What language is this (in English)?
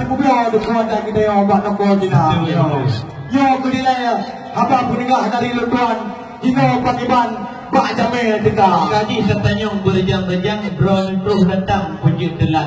Achinese